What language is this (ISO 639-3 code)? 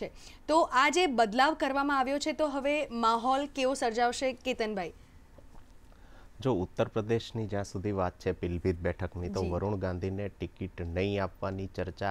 guj